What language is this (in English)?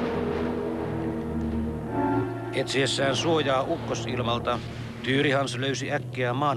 Finnish